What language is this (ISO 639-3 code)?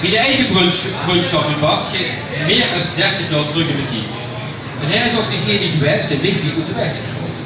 lim